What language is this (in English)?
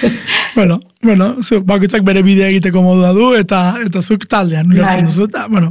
Basque